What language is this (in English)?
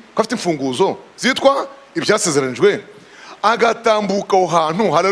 Kinyarwanda